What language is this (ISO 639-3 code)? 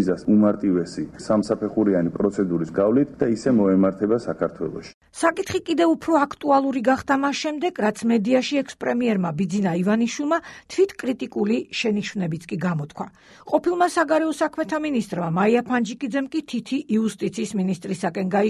kat